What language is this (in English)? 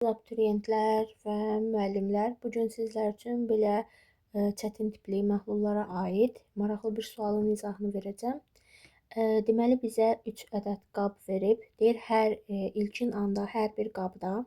Azerbaijani